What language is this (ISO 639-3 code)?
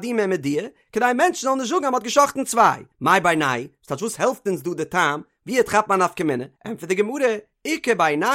yid